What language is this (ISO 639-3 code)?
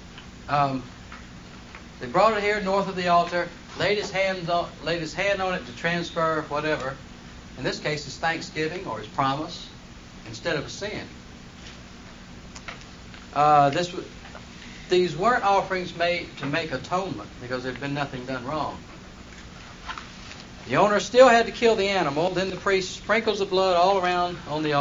eng